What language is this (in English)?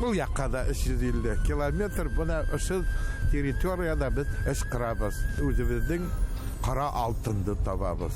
Bashkir